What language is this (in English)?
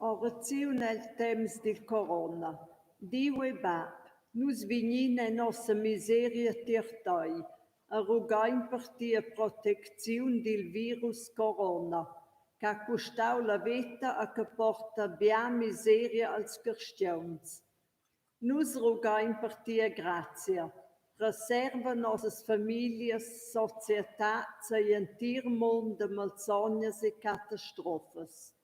Romansh